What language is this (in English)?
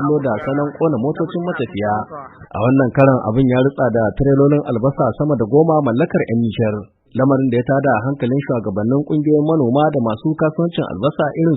Hausa